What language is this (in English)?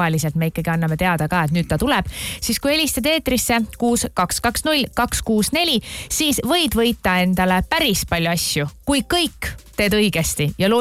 Estonian